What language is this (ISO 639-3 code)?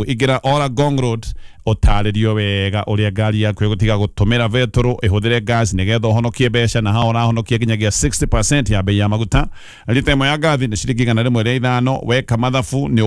kik